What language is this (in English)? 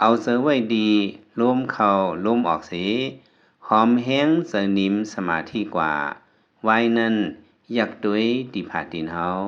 Lao